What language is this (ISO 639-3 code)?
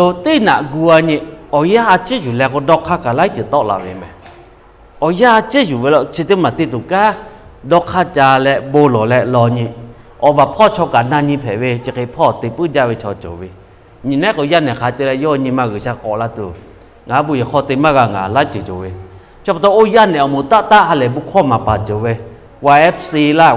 lhu